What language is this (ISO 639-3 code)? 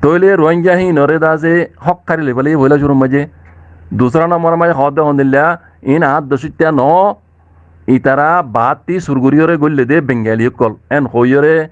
rhg